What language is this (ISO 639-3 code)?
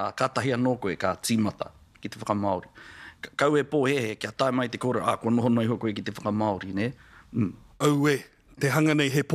mri